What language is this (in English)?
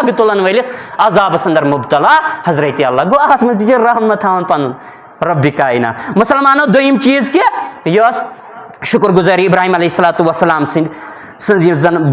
Kashmiri